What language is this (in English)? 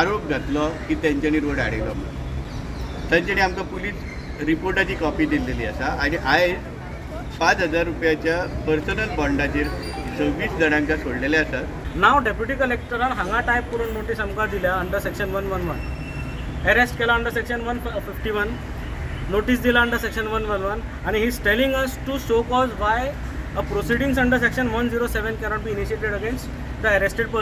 Konkani